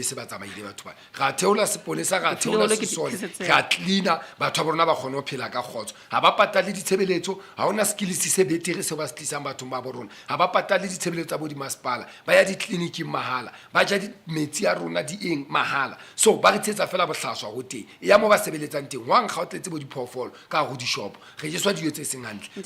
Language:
Southern Sotho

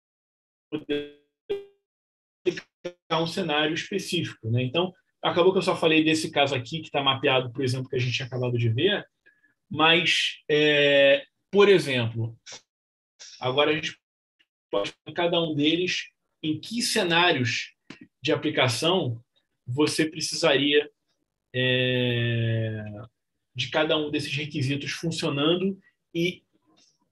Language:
Portuguese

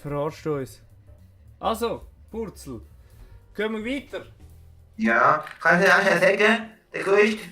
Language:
Swiss German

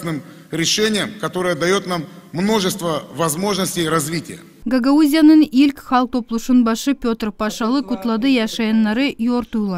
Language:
Gagauz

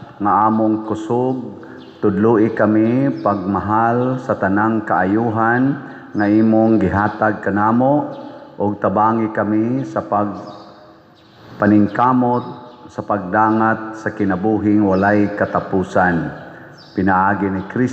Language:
Cebuano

